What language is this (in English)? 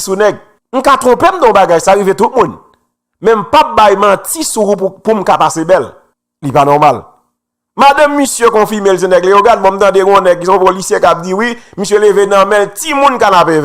Haitian Creole